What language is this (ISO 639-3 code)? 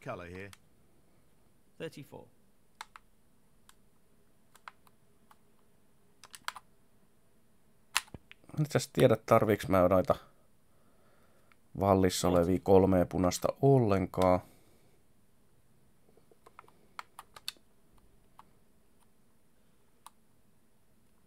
fin